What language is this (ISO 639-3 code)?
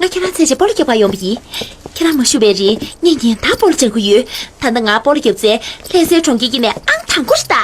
bod